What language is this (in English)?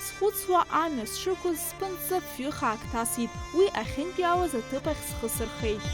Abkhazian